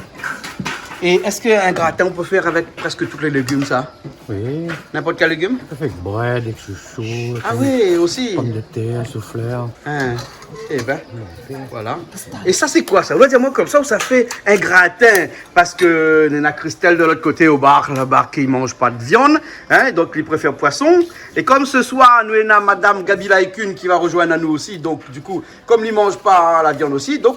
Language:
Réunion Creole French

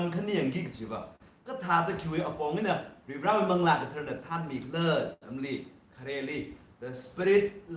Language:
Tangkhul Naga (India)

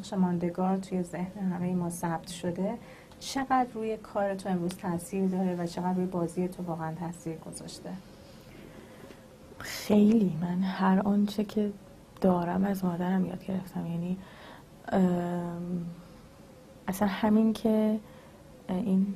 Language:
Persian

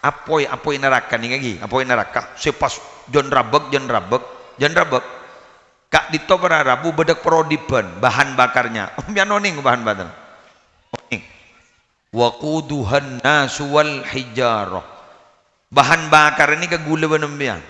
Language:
Madurese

